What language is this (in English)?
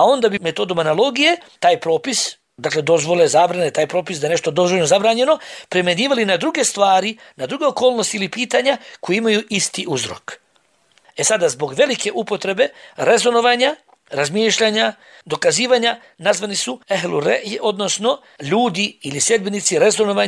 Bosnian